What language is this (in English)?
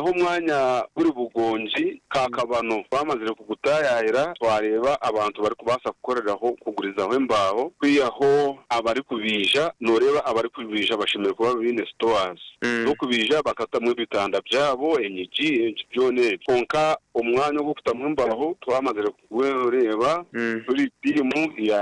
Nyankole